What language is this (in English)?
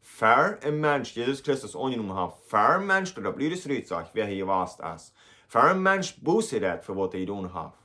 Plautdietsch